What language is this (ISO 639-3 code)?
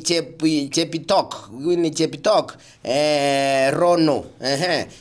guz